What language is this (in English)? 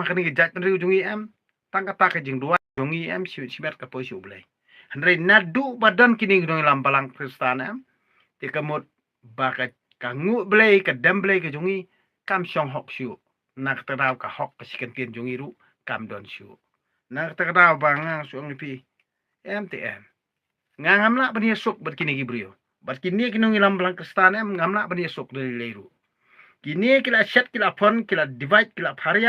Khasi